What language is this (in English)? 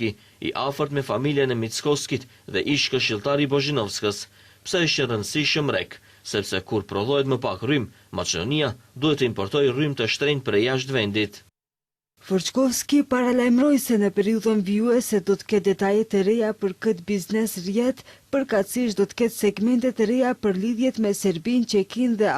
Albanian